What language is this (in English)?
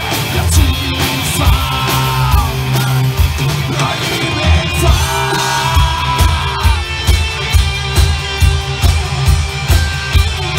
Swedish